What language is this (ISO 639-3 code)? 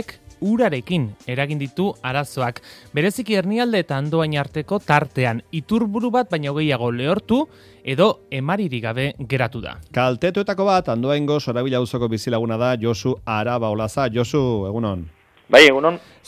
eus